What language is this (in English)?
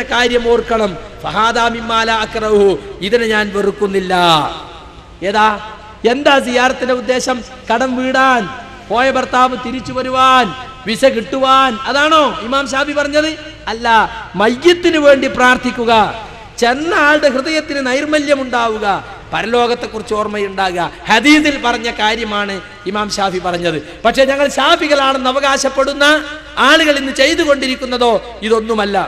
Malayalam